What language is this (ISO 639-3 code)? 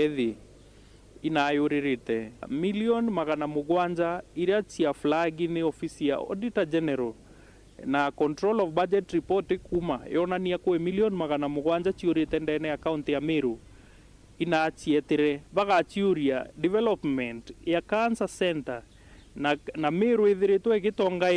mer